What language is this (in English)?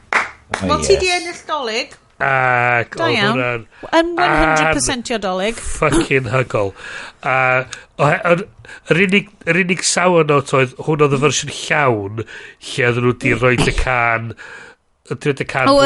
Welsh